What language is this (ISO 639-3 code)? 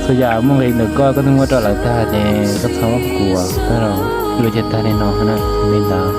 hmn